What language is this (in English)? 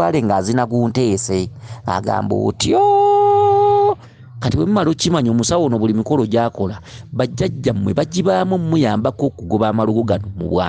Ganda